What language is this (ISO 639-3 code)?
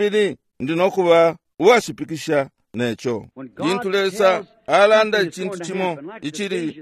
bem